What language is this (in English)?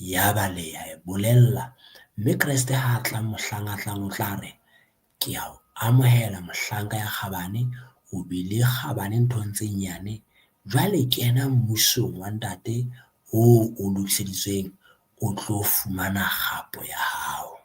Southern Sotho